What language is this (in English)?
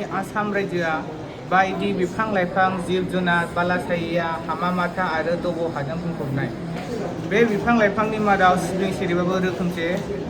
Bodo